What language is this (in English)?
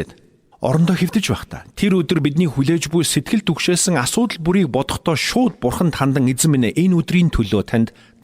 Mongolian